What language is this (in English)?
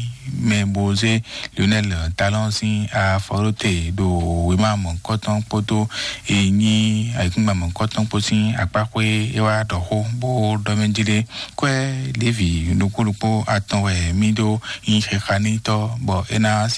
Fon